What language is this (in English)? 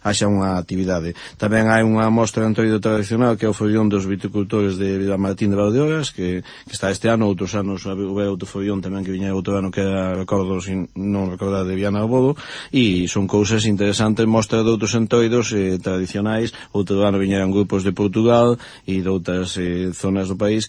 Galician